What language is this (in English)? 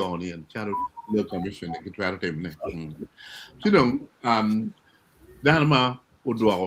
Acoli